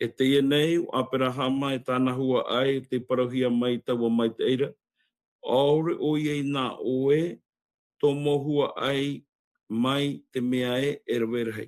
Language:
Tahitian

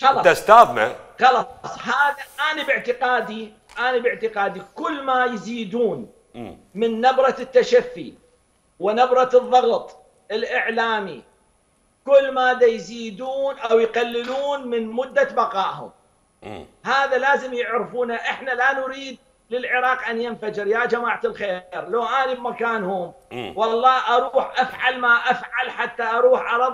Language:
Mesopotamian Arabic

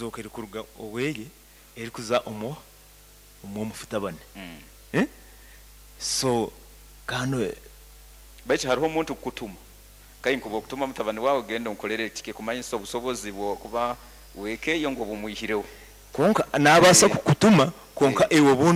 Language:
Nyoro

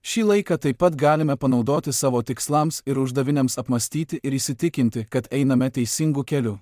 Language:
Lithuanian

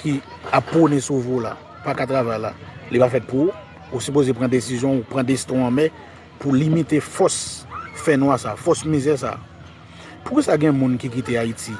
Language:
Haitian Creole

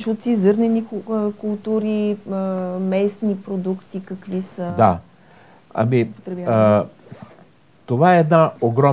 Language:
Bulgarian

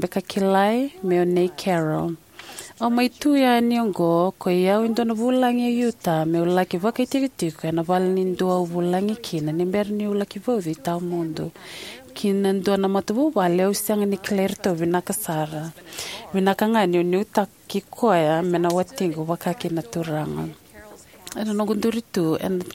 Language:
Fijian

